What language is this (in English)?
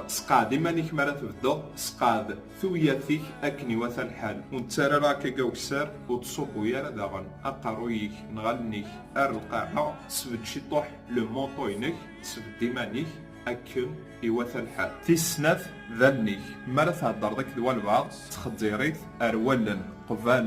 Kabyle